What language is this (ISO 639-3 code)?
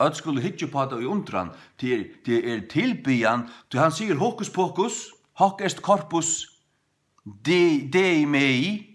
fao